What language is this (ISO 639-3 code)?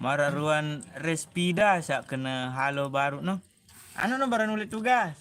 sas